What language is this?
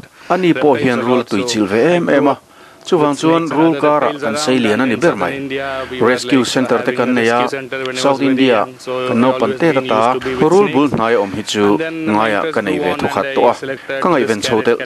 Mizo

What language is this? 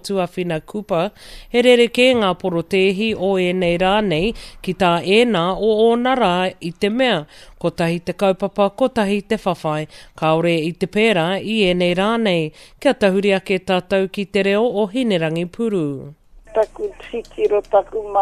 Māori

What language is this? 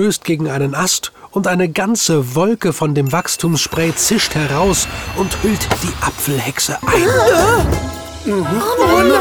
German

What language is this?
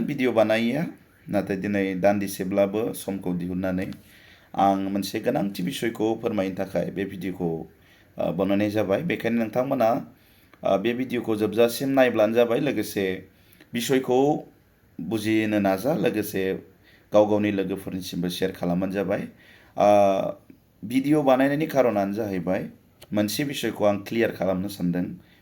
Bodo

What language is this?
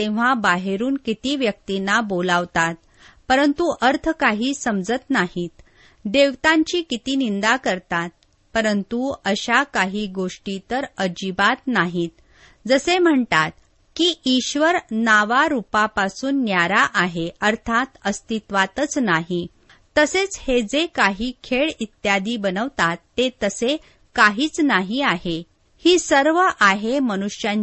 Marathi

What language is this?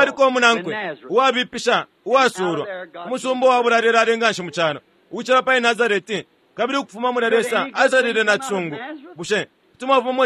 Bemba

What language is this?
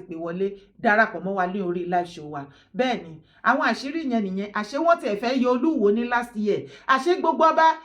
Yoruba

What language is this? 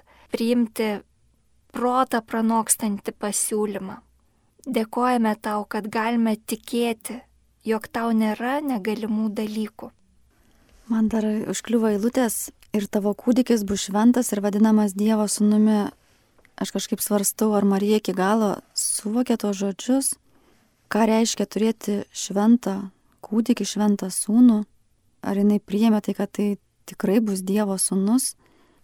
Lithuanian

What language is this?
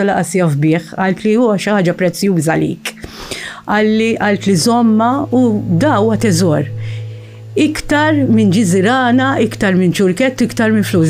Maltese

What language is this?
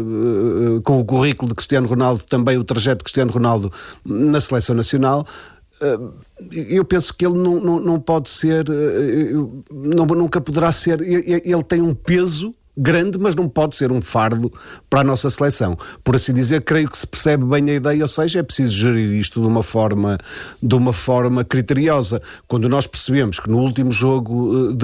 Portuguese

